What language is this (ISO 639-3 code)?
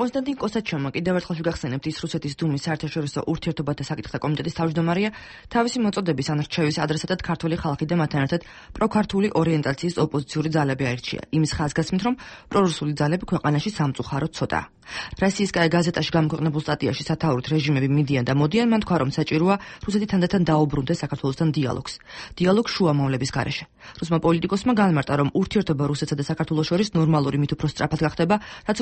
kat